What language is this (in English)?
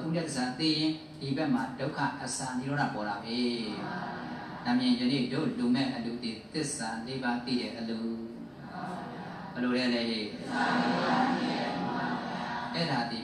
Burmese